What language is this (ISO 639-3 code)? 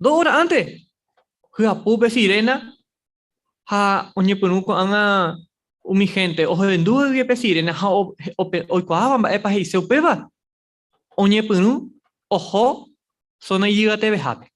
grn